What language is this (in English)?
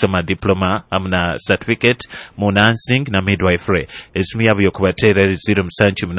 Nyoro